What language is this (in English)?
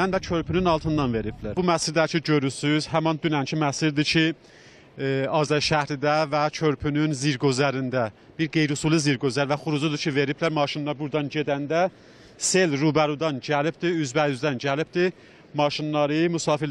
South Azerbaijani